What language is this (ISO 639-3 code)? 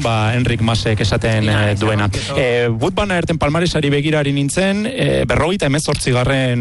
eus